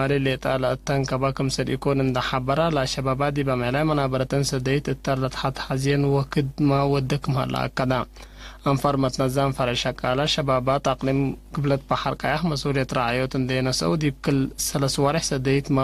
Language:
Tigre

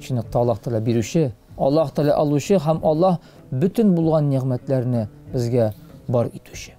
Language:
Tatar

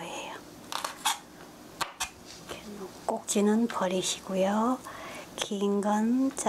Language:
Korean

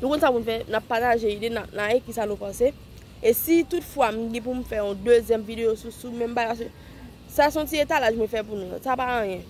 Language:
Haitian Creole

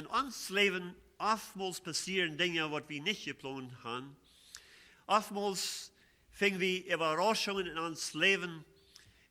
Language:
Plautdietsch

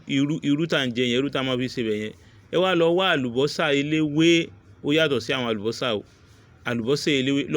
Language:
Yoruba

